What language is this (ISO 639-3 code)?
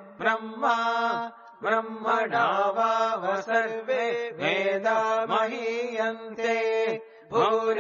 san